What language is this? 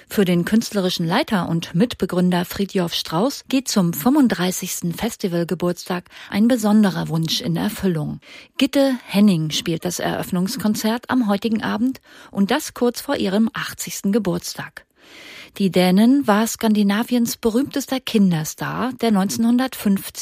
German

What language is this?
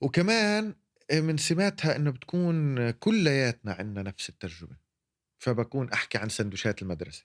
North Levantine Arabic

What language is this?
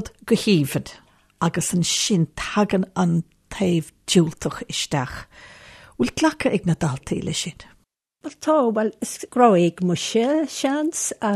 Irish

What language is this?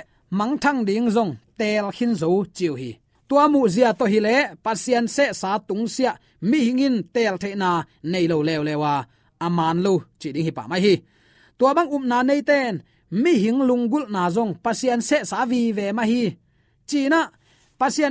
Tedim Chin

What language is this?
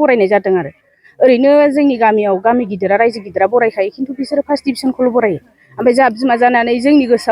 Bodo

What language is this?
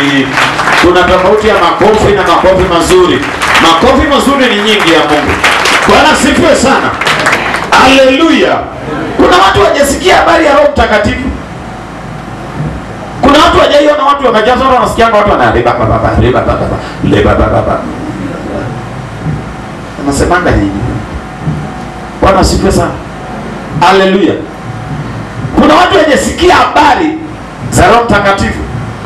Swahili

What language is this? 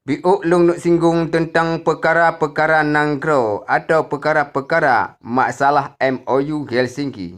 Achinese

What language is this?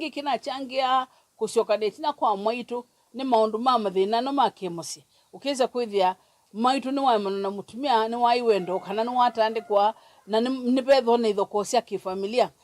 Kamba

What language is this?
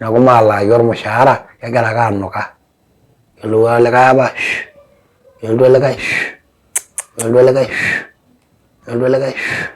Masai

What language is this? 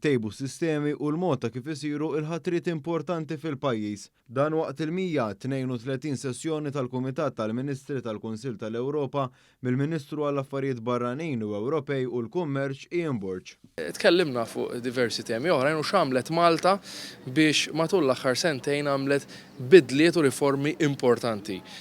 Maltese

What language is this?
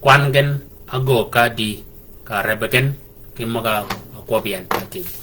Shilluk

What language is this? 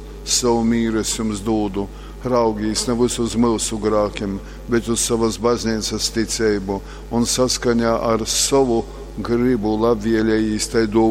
Latgalian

